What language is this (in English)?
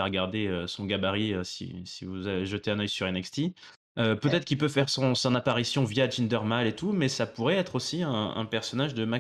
French